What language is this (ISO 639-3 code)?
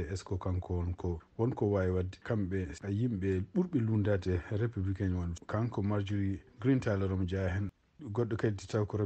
ful